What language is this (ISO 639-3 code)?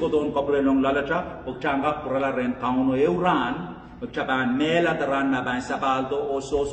pon